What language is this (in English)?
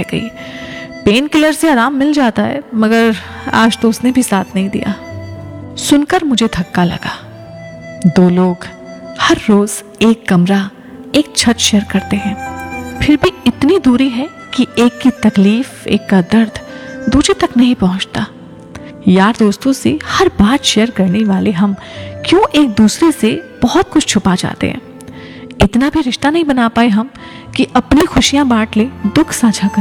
Hindi